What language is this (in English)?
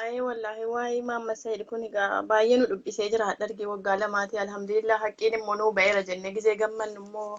Oromo